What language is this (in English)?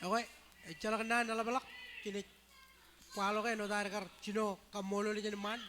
Marshallese